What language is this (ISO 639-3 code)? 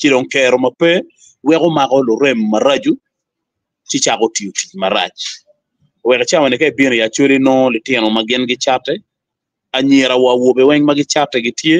ach